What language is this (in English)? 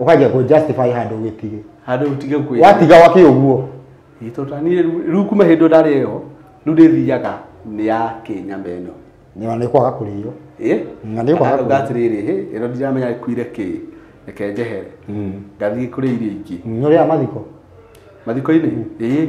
Kikuyu